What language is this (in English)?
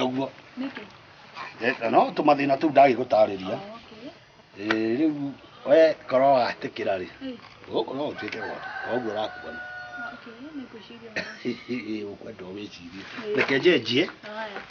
Kikuyu